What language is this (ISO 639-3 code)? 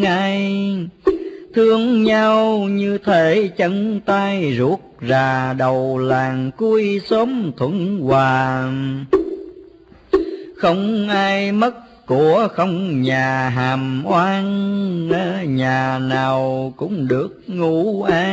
vie